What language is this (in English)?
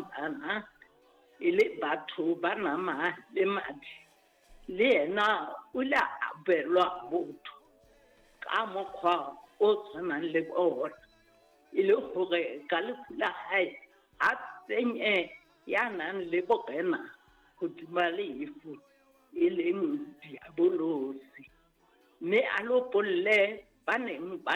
Southern Sotho